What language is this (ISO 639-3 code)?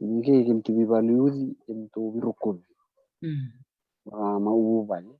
fij